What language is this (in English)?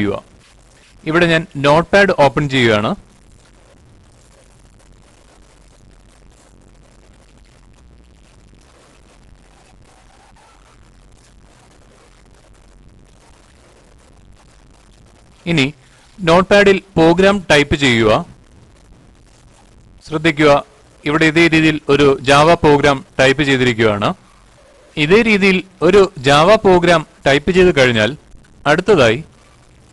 Malayalam